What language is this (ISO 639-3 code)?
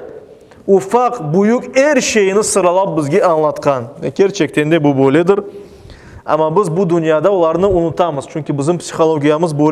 crh